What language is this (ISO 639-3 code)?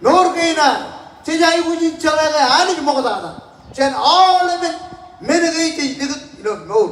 mah